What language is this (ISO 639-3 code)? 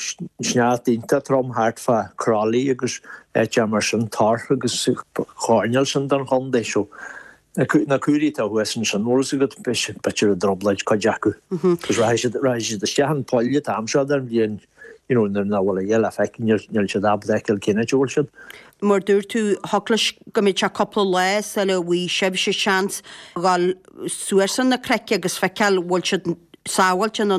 gle